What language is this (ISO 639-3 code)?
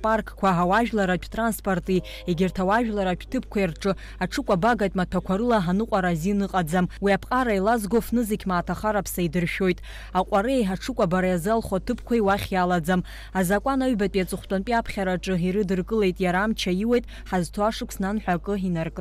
abk